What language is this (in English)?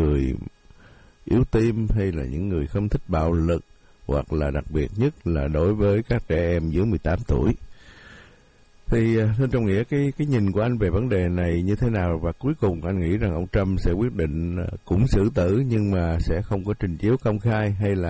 Vietnamese